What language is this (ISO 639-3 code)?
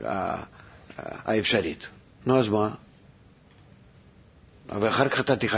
heb